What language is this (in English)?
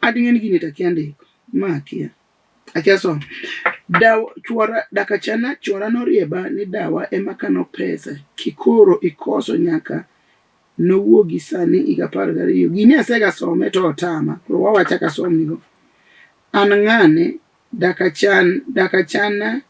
Luo (Kenya and Tanzania)